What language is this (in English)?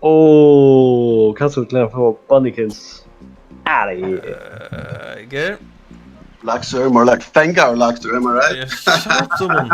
Faroese